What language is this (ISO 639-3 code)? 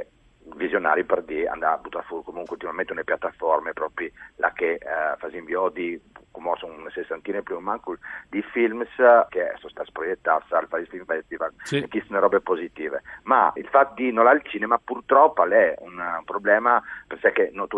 fur